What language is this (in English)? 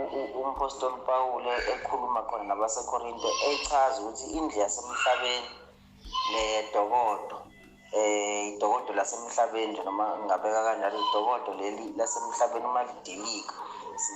Zulu